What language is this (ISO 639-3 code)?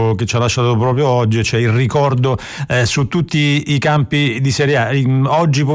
ita